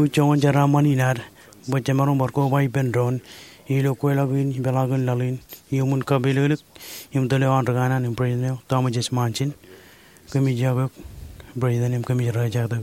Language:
Marshallese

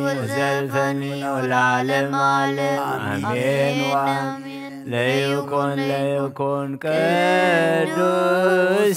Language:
Geez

